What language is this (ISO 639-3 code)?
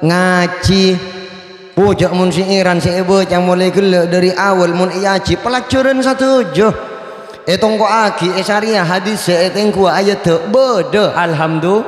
mad